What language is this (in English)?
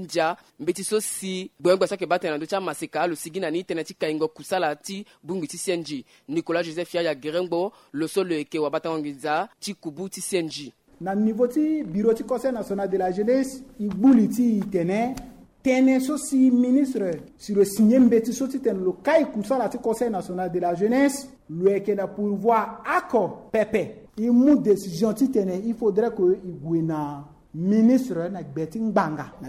Sango